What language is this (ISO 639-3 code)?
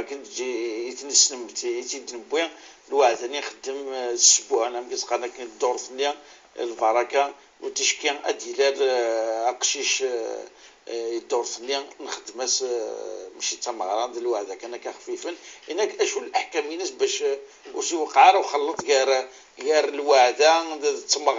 kab